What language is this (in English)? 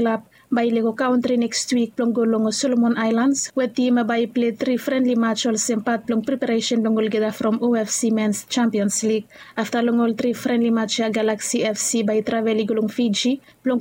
Bislama